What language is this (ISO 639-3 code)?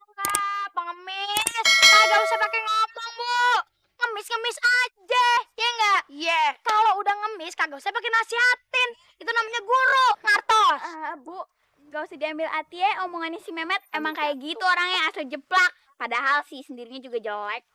bew